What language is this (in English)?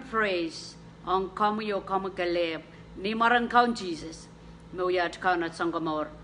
Pohnpeian